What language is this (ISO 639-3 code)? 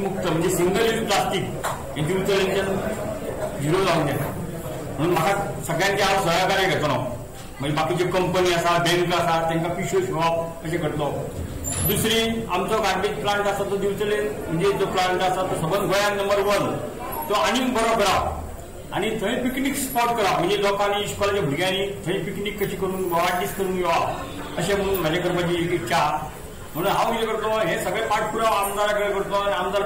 kok